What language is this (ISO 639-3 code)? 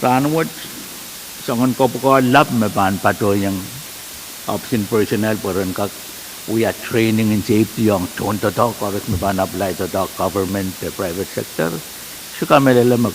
pon